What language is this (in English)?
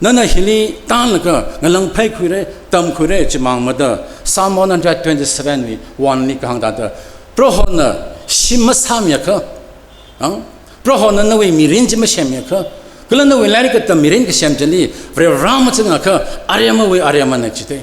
Tangkhul Naga (India)